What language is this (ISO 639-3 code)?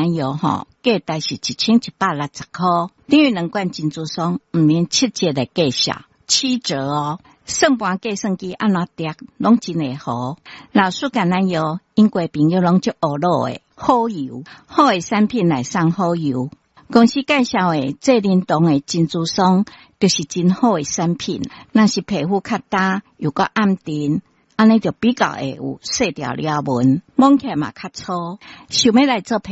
nan